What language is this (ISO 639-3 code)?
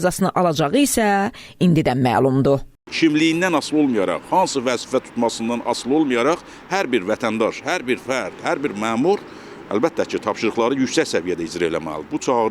aze